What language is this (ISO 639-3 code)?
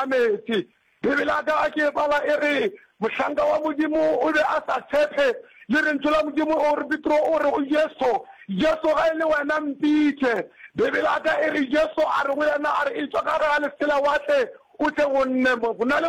nso